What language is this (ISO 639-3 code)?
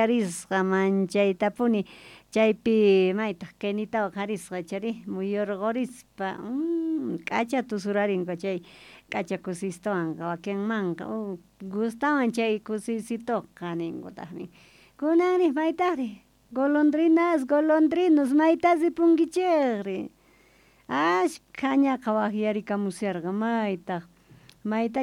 quh